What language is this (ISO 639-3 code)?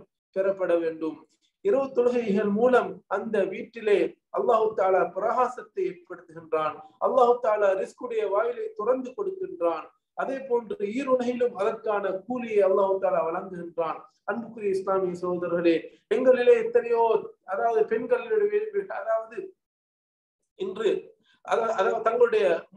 tam